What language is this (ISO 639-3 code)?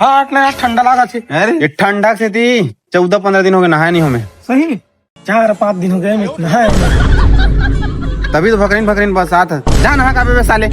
hne